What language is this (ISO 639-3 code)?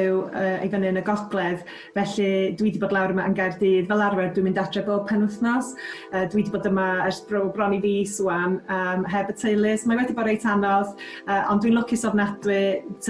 cym